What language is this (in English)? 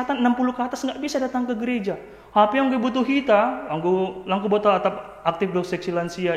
Batak Simalungun